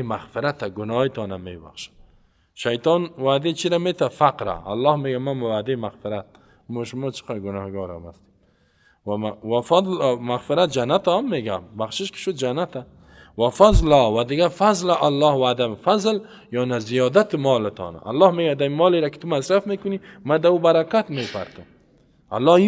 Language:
Persian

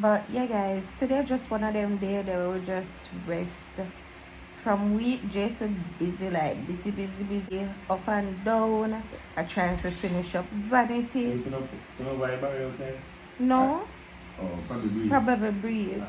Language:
Jamaican Creole English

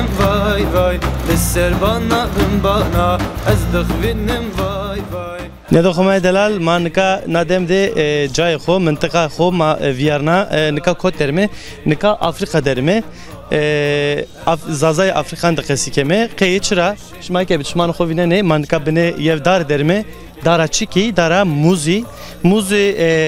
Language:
Zaza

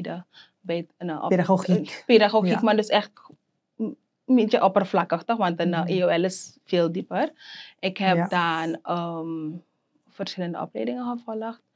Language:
Dutch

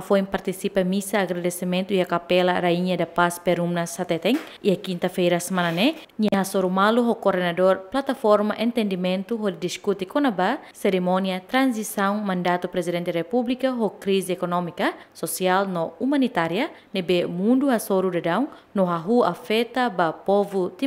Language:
Tetum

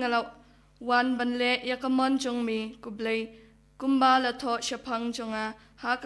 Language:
Khasi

